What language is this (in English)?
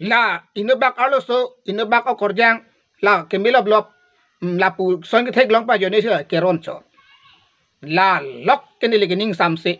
Karbi